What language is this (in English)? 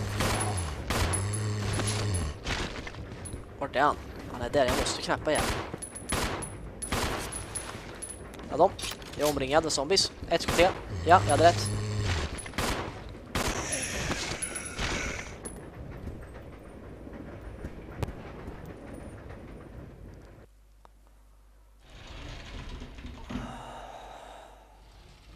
Swedish